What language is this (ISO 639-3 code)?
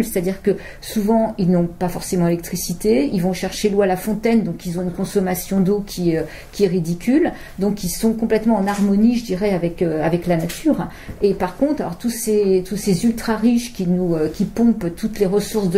fra